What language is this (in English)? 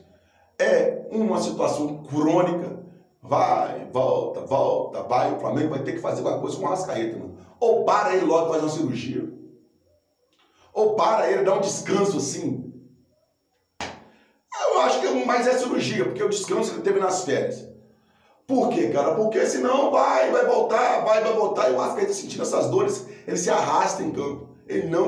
Portuguese